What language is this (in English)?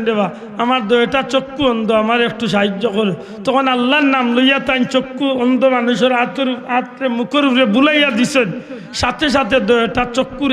Sylheti